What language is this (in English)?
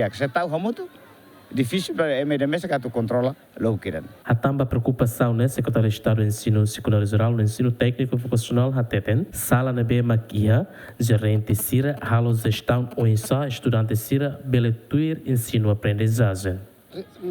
Tetum